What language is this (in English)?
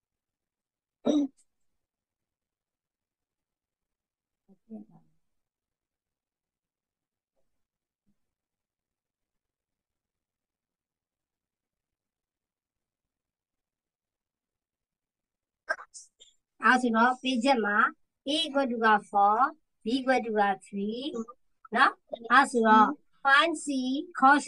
Burmese